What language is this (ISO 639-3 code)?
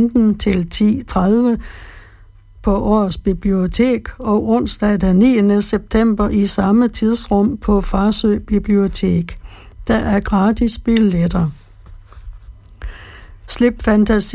dan